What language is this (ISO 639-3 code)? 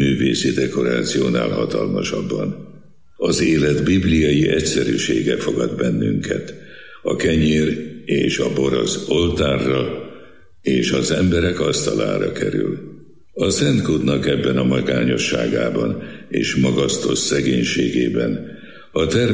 hun